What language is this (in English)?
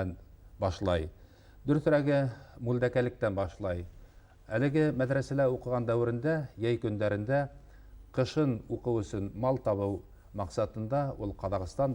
Bashkir